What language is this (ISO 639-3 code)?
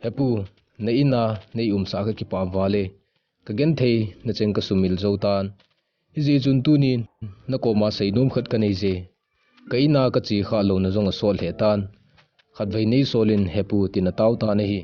tcz